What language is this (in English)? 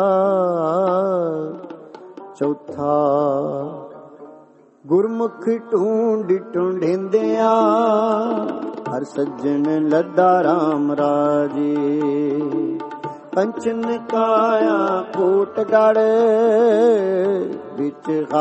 Punjabi